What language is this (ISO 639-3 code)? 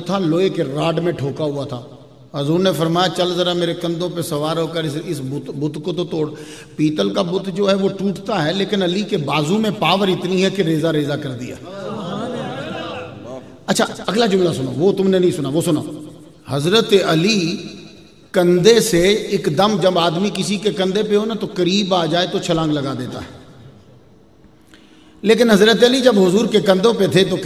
urd